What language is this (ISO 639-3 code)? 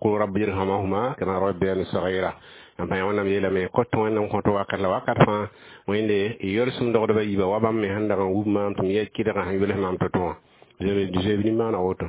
mos